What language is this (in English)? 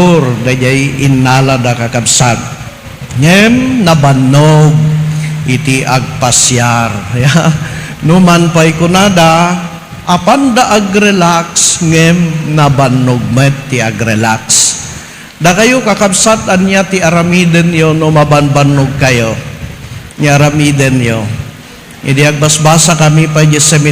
Iloko